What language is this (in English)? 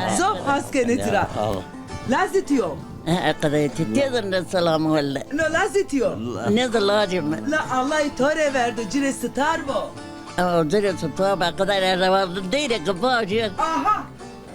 Zaza